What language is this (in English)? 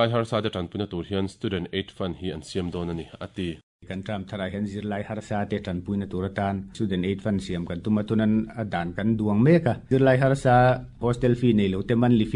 Mizo